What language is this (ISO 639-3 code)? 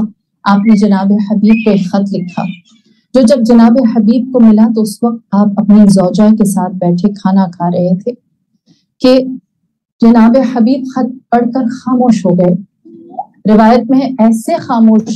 urd